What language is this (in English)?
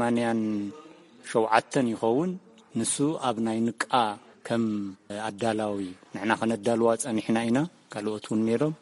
Tigrinya